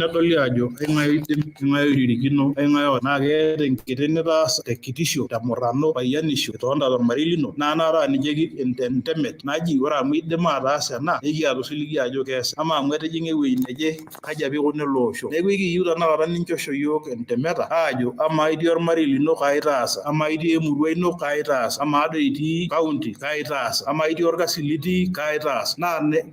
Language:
Masai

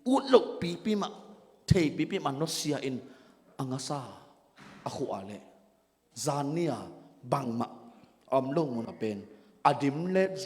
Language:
Tedim Chin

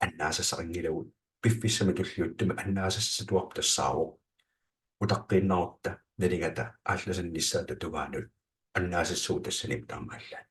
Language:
Kalaallisut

